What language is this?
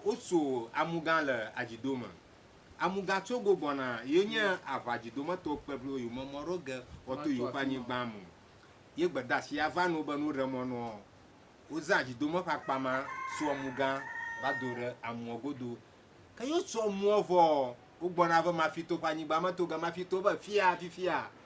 Ewe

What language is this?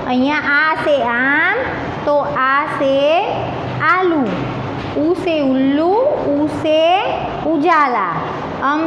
Gujarati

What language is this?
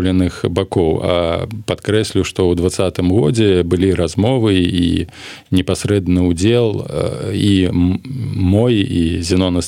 Belarusian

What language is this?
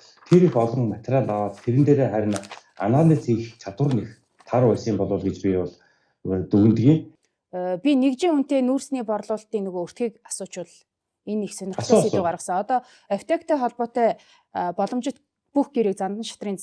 Mongolian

